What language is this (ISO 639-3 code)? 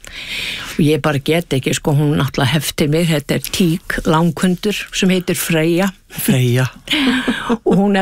isl